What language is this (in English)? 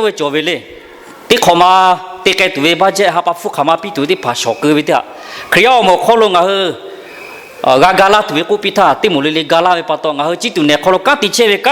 Lahu